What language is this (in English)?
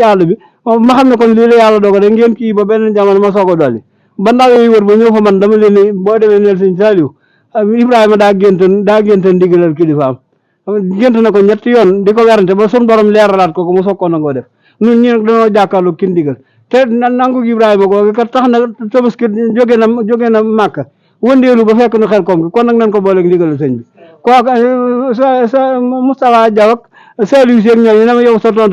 Wolof